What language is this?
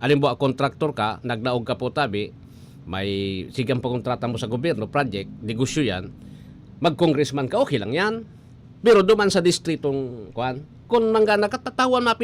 Bikol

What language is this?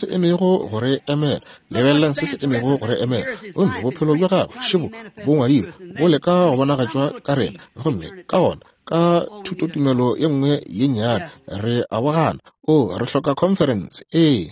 Northern Sotho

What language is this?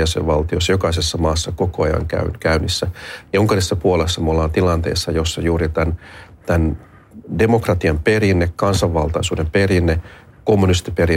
Finnish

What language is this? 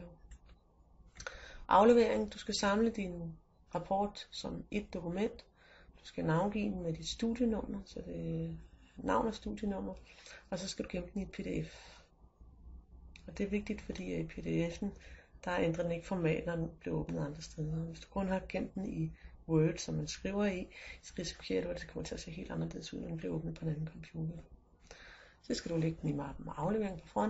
Danish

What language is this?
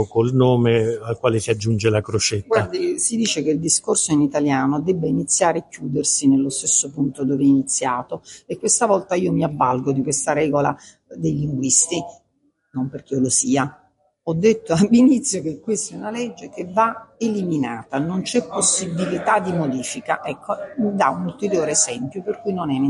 Italian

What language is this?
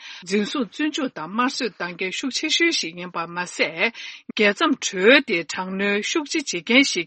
Tibetan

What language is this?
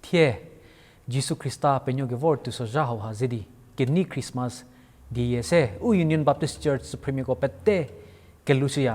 Angami Naga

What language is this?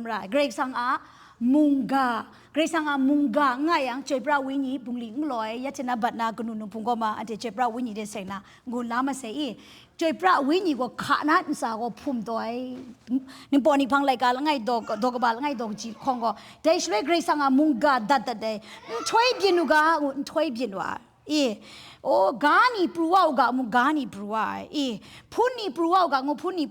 Kachin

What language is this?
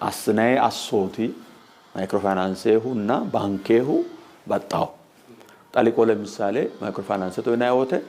Sidamo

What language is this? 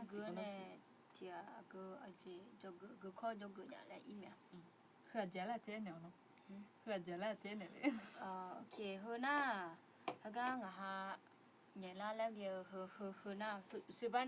Akha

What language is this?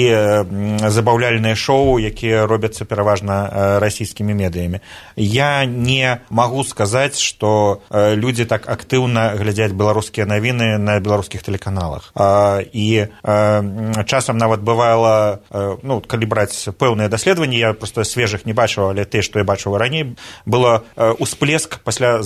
Belarusian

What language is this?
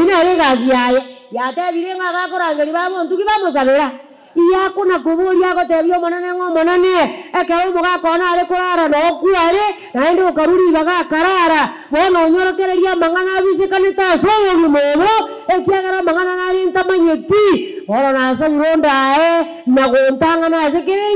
Gusii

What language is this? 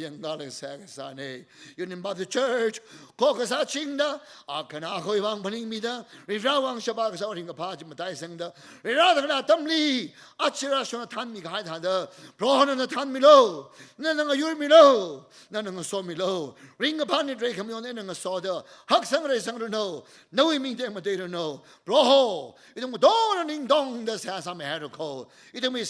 Tangkhul Naga (India)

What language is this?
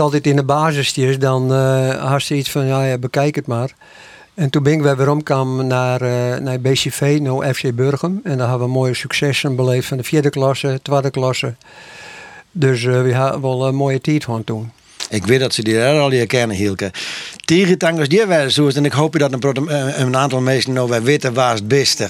Western Frisian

